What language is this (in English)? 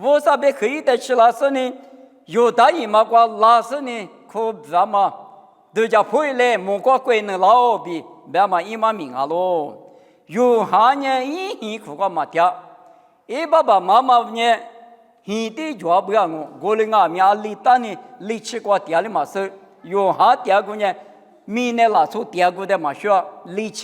Lisu